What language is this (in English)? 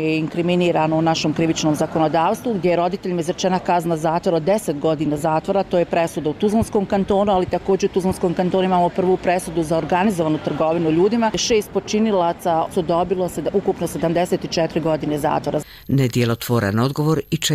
Bosnian